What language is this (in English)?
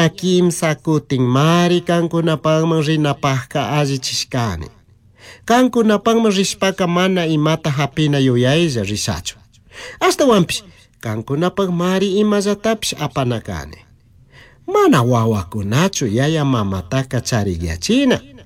Chimborazo Highland Quichua